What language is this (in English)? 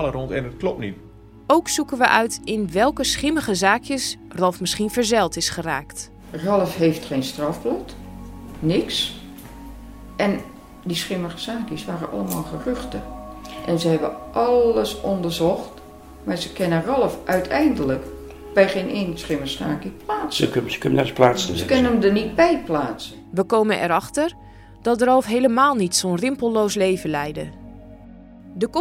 Dutch